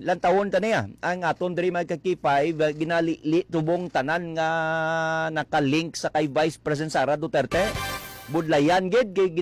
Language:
Hiligaynon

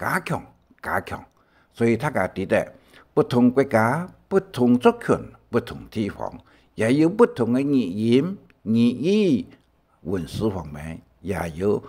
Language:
Hakka Chinese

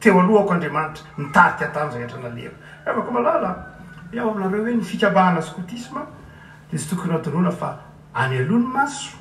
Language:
Malagasy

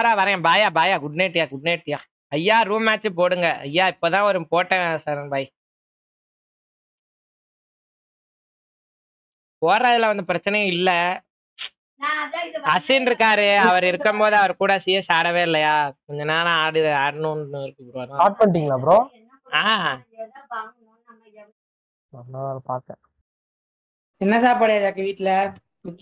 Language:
Tamil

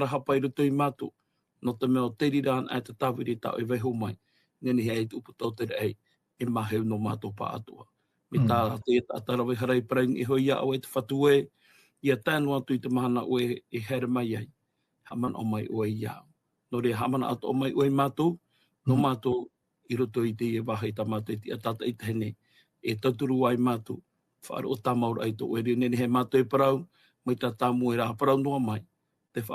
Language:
Tahitian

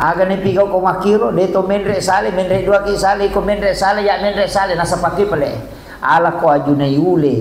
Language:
Buginese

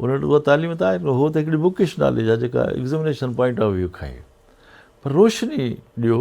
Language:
Sindhi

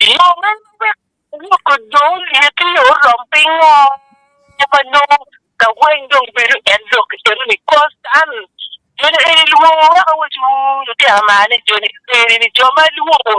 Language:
Acoli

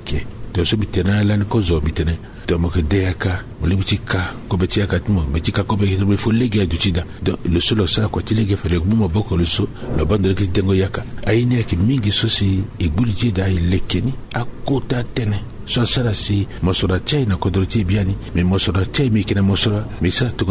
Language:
Sango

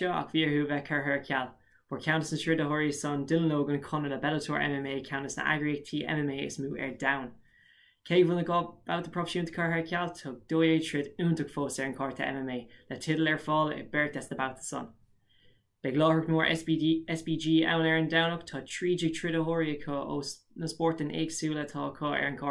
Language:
Irish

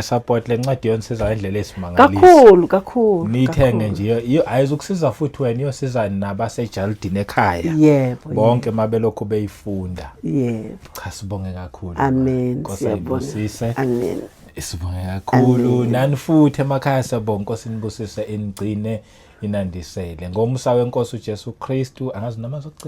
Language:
Zulu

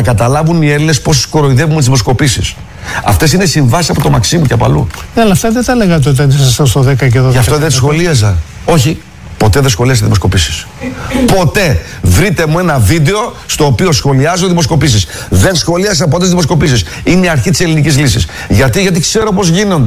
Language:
Greek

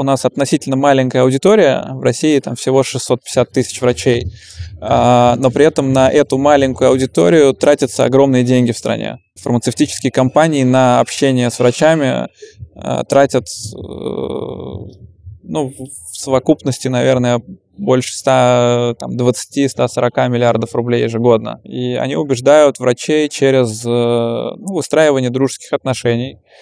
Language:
Russian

